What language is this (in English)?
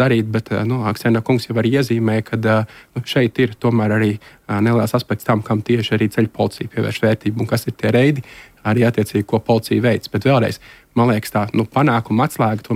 Latvian